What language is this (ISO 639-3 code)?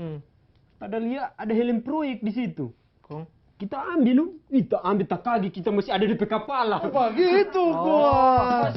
xmm